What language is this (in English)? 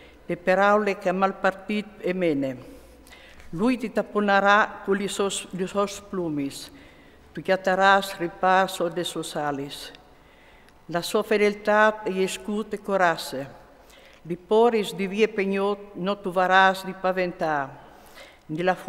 Friulian